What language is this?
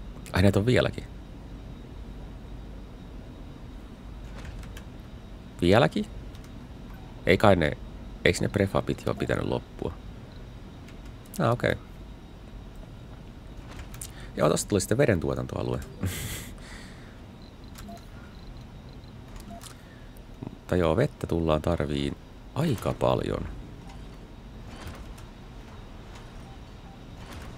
Finnish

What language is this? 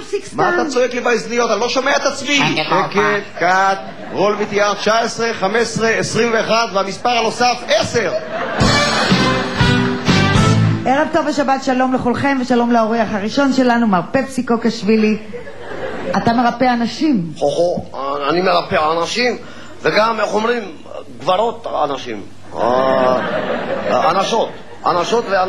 Hebrew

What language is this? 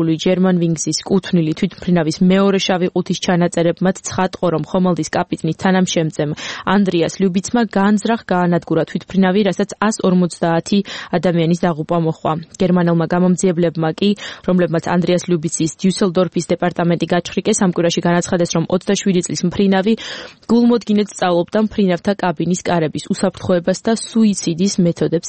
Georgian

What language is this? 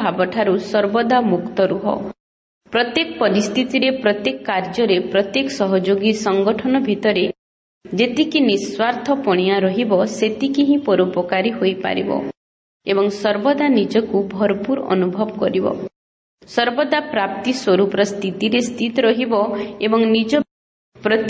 Odia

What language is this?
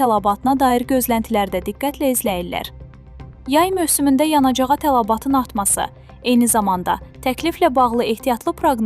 Azerbaijani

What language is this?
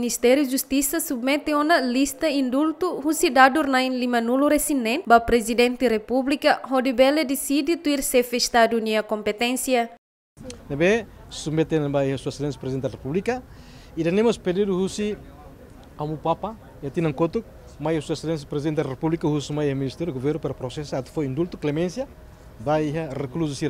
Tetum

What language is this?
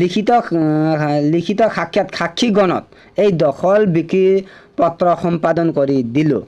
Assamese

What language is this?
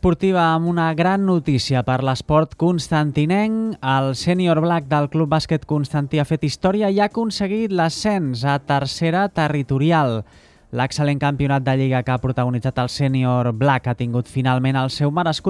Catalan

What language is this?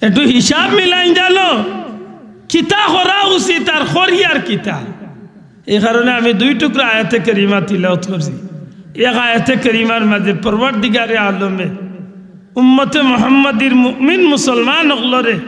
Sylheti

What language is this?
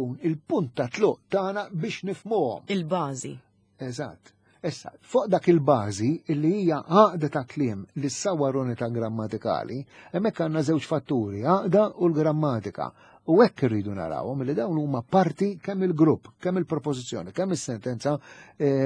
Maltese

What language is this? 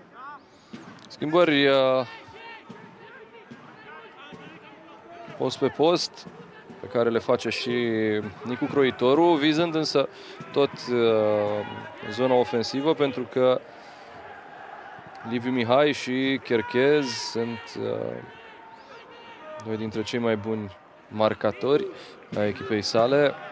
Romanian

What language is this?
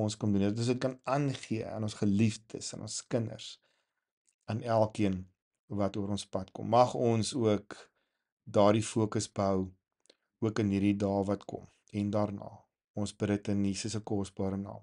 Afrikaans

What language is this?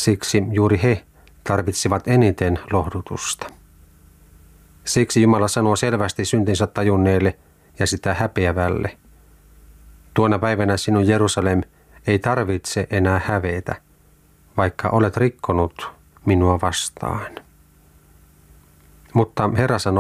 Finnish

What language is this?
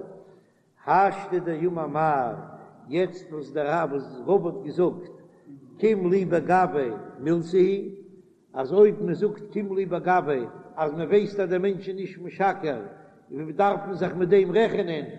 Yiddish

